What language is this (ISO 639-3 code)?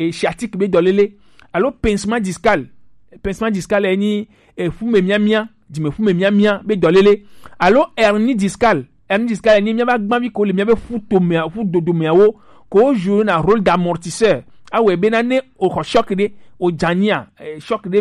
gej